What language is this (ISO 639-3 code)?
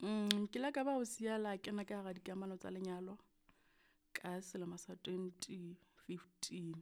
sot